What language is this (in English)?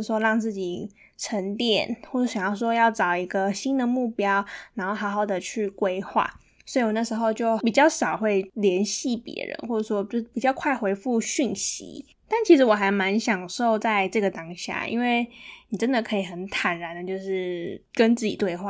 Chinese